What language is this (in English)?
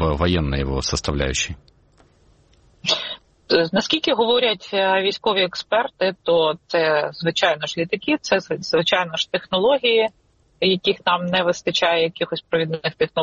Ukrainian